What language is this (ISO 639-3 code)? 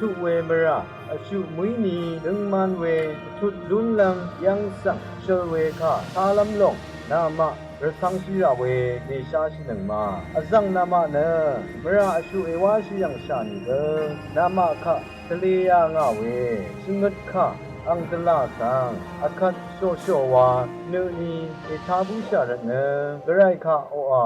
raw